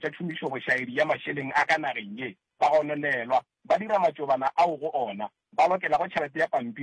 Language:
Northern Sotho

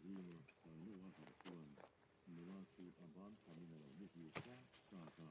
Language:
Mizo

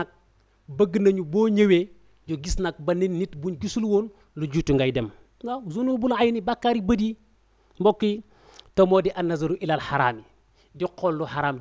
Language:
Wolof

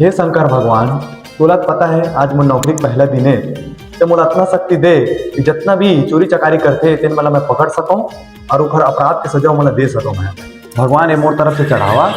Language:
Chhattisgarhi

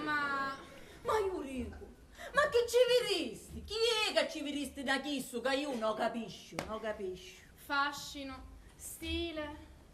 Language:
Sicilian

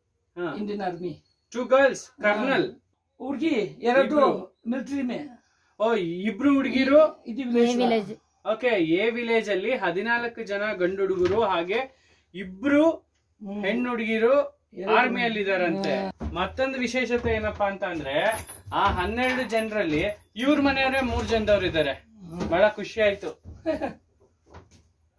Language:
Kannada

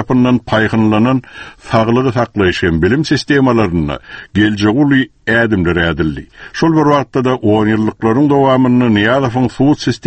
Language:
Turkmen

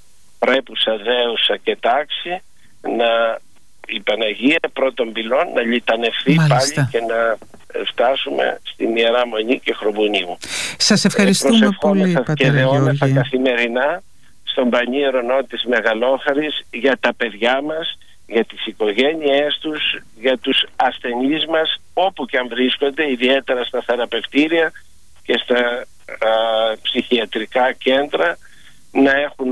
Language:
Greek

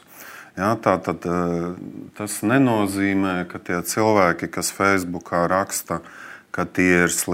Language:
Latvian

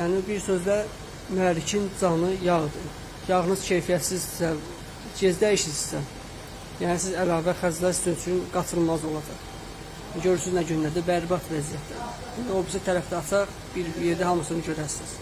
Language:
Azerbaijani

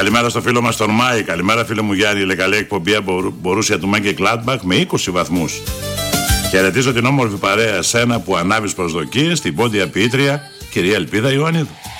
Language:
Greek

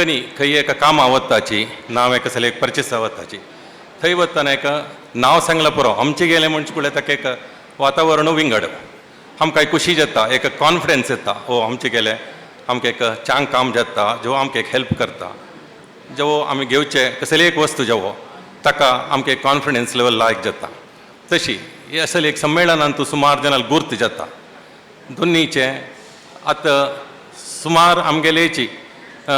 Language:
Konkani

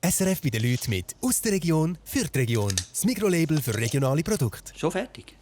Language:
Swiss German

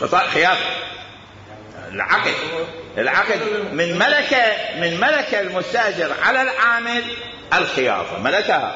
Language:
Mesopotamian Arabic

